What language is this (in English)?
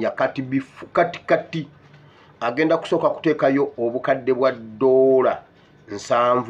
Ganda